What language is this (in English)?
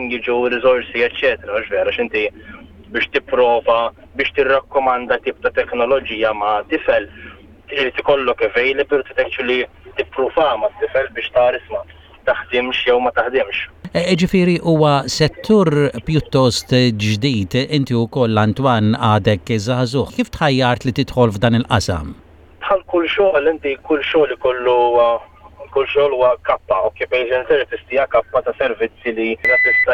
Maltese